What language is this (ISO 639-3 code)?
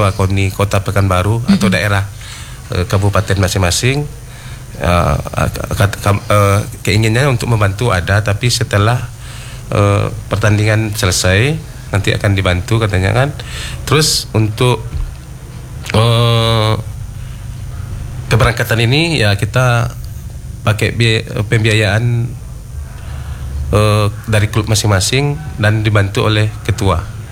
ind